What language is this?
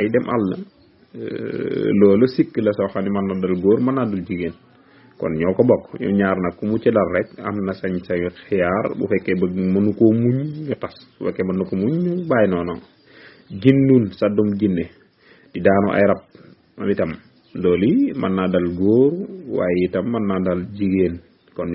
Wolof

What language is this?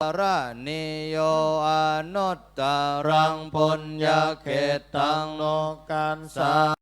Pali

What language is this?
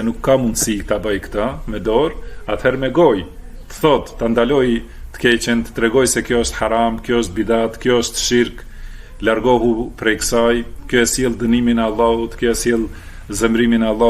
Albanian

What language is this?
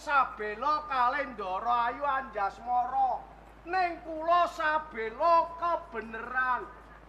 Javanese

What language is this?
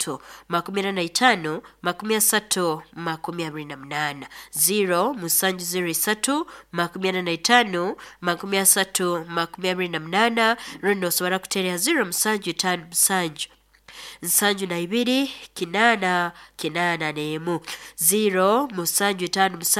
Nyoro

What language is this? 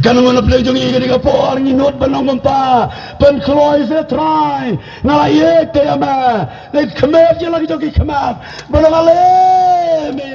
Khasi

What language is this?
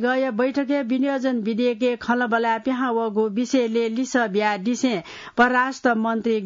Newari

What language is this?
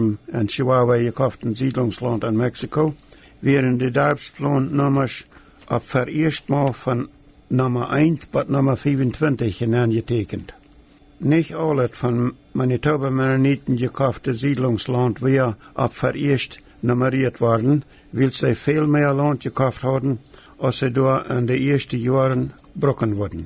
Plautdietsch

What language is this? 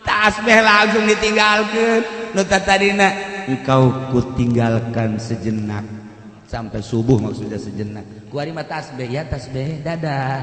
Sundanese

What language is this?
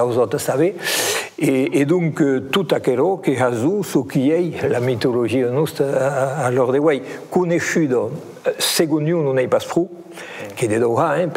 Occitan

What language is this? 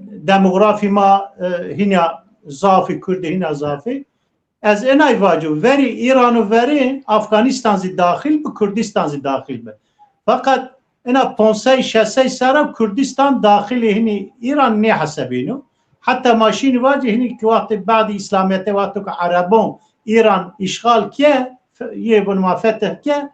Zaza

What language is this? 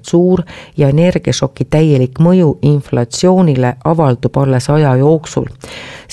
Estonian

